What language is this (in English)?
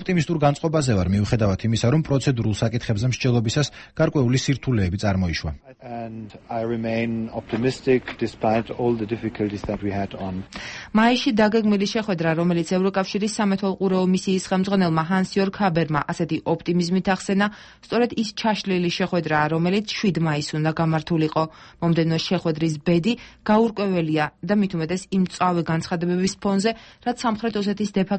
Georgian